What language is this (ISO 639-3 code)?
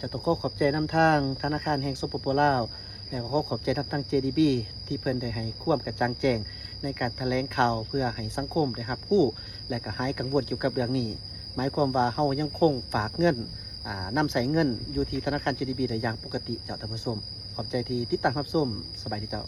lao